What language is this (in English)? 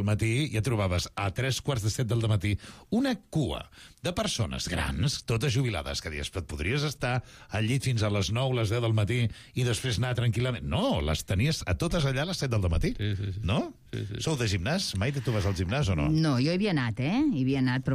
Catalan